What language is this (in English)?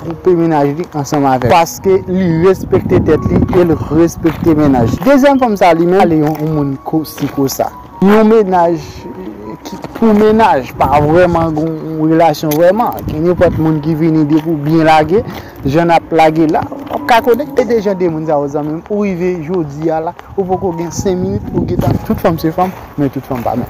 Haitian Creole